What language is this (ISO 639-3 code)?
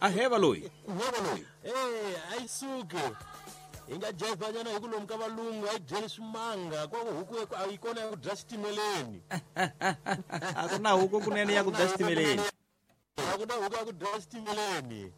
tso